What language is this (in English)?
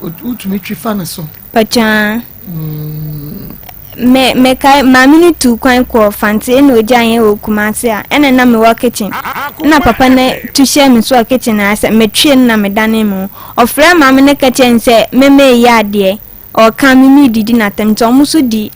Akan